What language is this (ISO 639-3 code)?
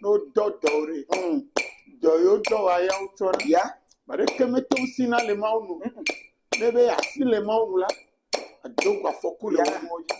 ewe